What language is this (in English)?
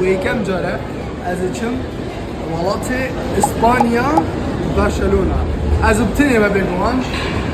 Kurdish